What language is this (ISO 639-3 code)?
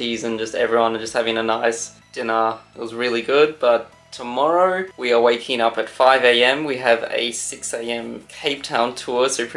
eng